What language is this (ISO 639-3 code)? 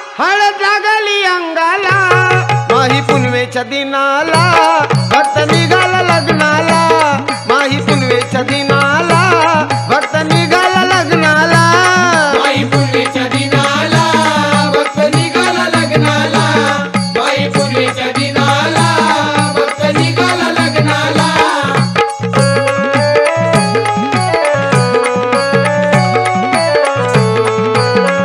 mar